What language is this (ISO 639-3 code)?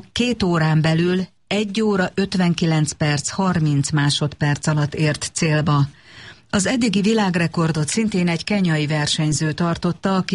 hun